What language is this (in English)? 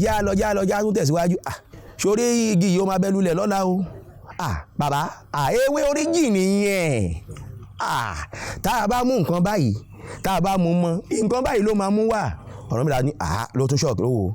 Yoruba